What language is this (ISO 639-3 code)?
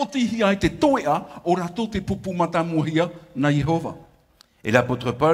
tah